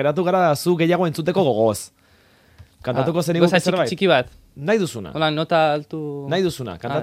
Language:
Basque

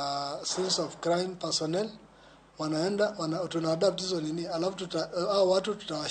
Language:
Luo (Kenya and Tanzania)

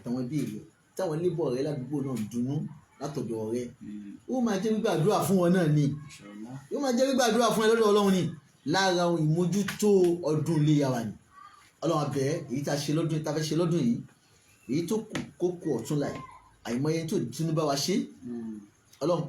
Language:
Yoruba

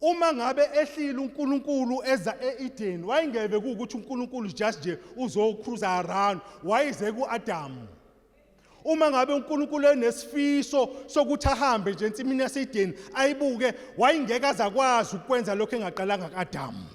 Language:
Zulu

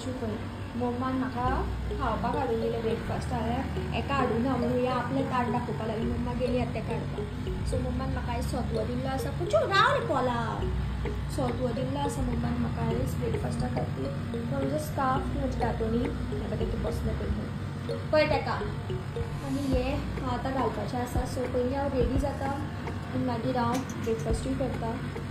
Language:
Konkani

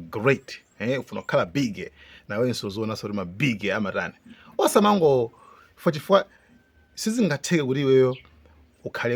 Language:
Nyanja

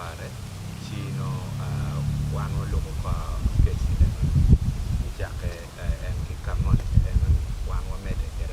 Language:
Acoli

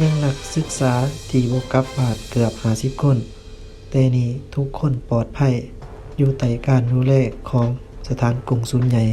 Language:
Lao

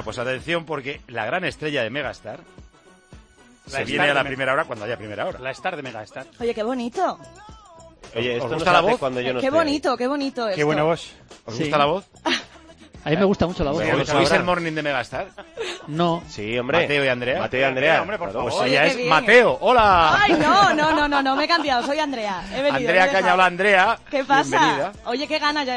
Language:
Spanish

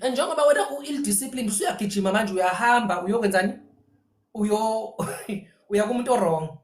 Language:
Zulu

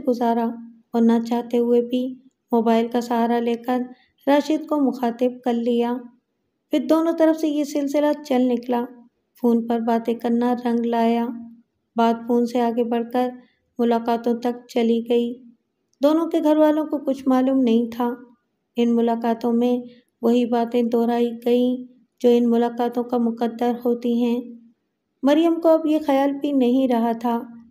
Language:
Urdu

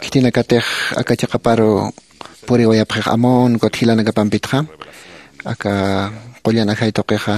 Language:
Aymara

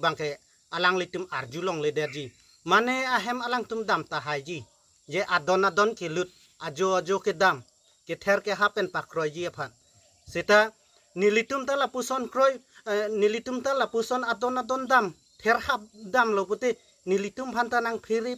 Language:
Karbi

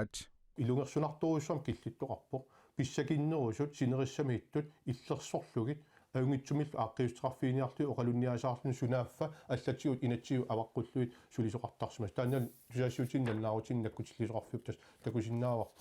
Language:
Kalaallisut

